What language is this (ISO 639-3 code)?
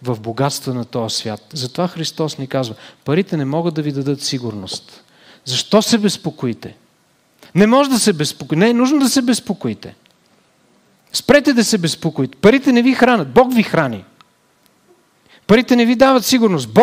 bul